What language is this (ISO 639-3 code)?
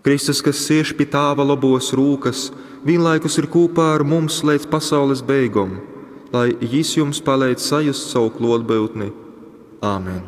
ltg